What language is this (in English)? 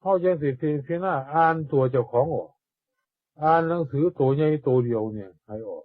Northeastern Thai